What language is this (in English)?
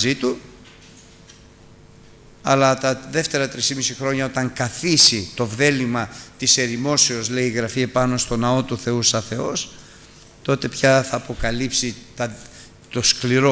Greek